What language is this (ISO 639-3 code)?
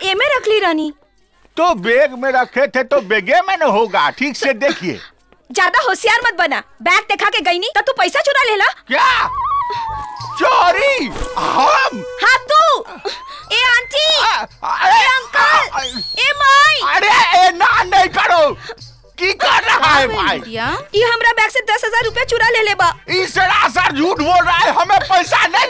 bho